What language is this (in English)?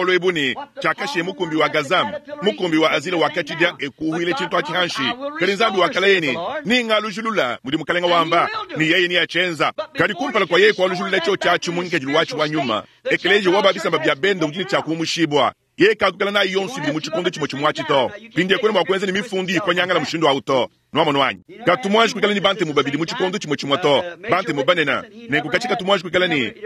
Luba-Lulua